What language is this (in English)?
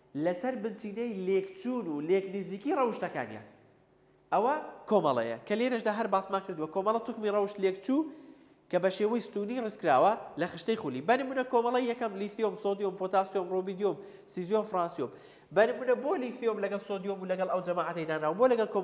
Central Kurdish